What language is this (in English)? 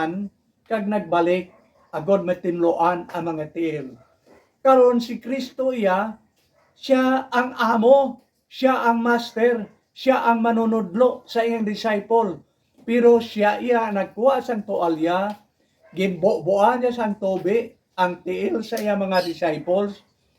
Hiligaynon